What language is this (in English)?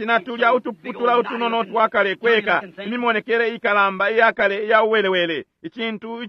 Bemba